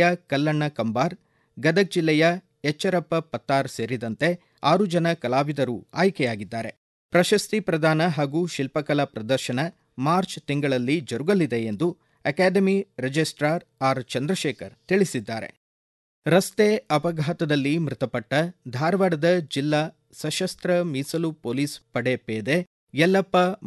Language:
Kannada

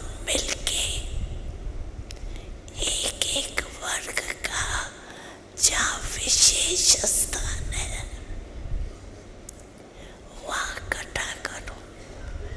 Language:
Hindi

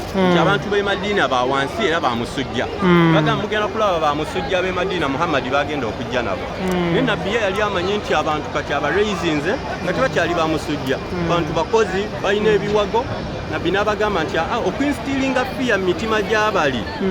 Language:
Ganda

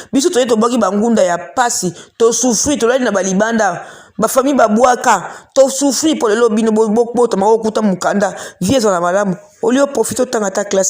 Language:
Lingala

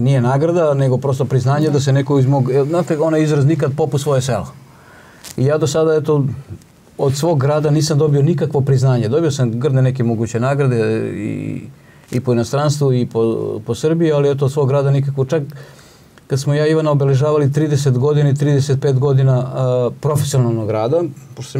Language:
Serbian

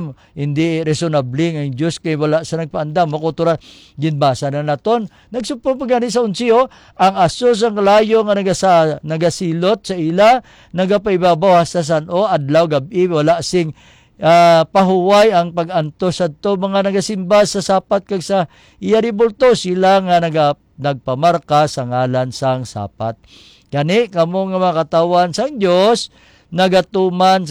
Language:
Hiligaynon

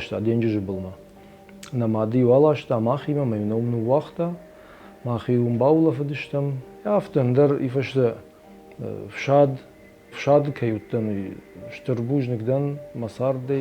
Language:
Ossetic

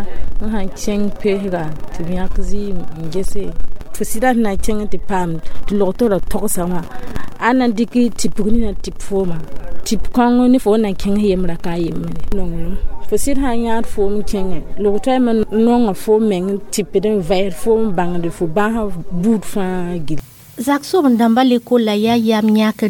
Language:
Mossi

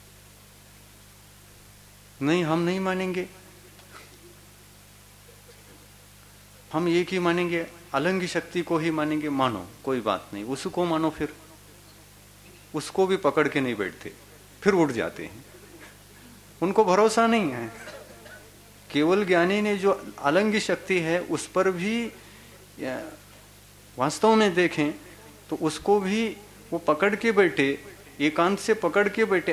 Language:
Hindi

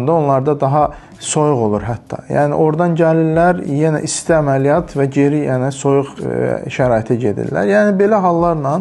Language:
Azerbaijani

